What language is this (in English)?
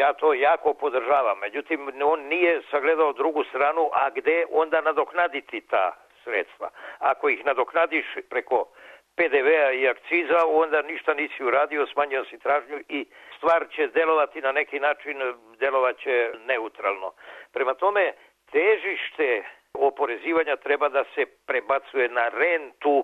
Serbian